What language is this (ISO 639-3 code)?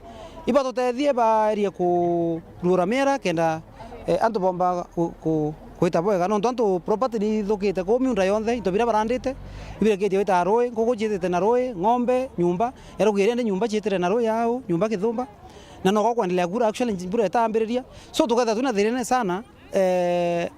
mer